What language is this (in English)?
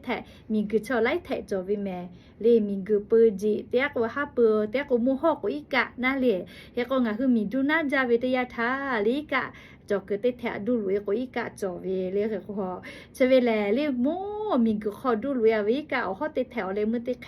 Lahu